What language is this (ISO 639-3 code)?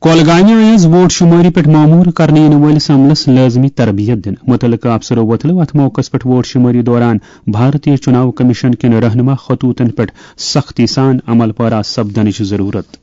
kas